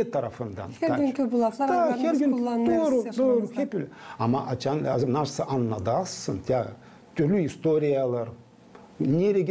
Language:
Gagauz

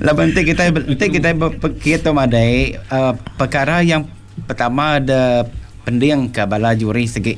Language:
Iban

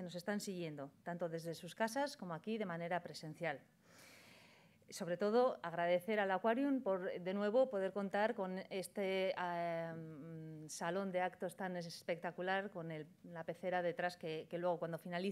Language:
Spanish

